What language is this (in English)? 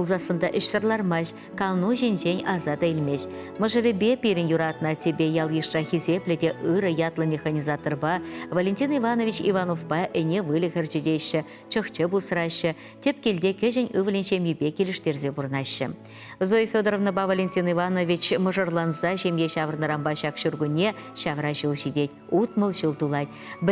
Chuvash